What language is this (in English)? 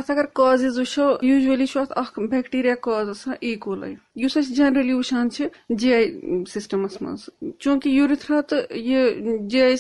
Kashmiri